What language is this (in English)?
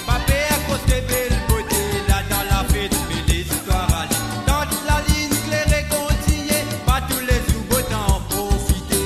Morisyen